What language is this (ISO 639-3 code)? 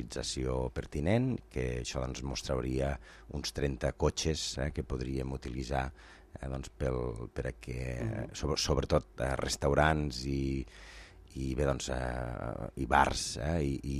cat